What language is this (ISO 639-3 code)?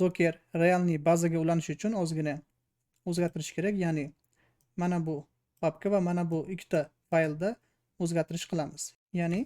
uzb